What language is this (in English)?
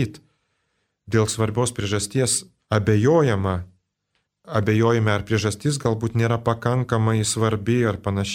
Lithuanian